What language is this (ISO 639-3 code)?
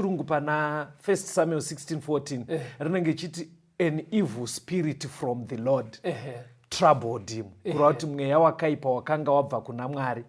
sna